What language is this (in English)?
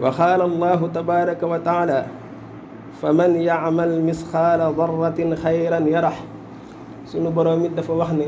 Wolof